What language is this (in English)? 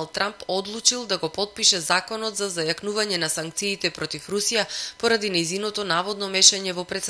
Macedonian